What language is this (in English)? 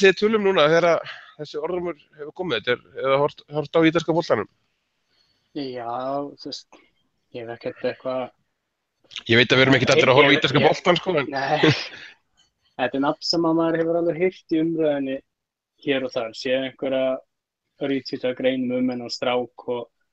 Icelandic